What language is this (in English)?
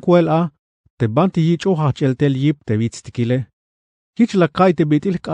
Tzeltal